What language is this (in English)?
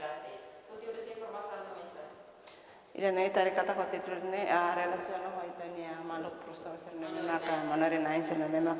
Tetum